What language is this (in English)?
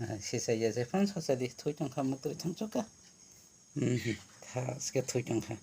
Kok Borok